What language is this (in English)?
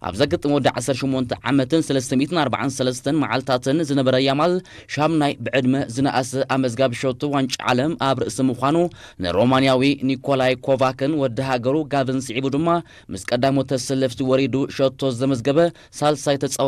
Tigrinya